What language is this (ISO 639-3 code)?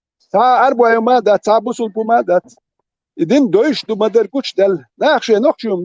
che